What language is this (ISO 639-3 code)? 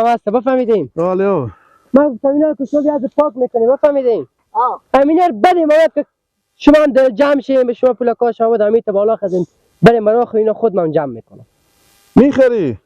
fas